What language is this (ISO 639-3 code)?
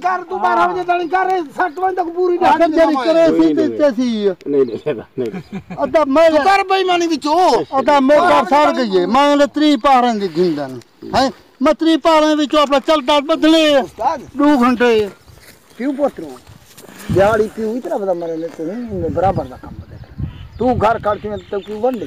skr